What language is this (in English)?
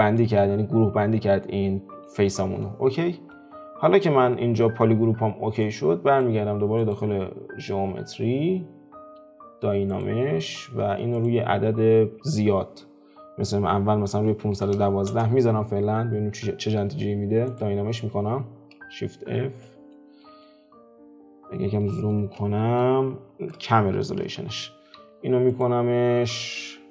Persian